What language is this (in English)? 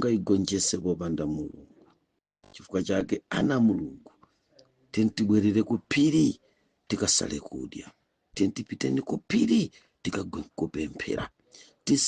Nyanja